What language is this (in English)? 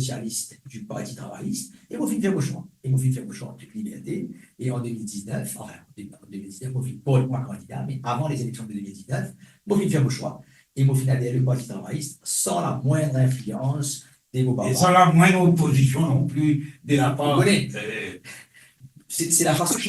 Morisyen